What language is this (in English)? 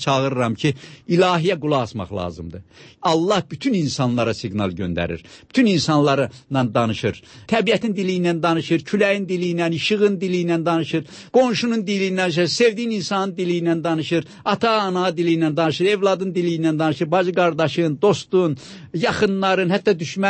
Azerbaijani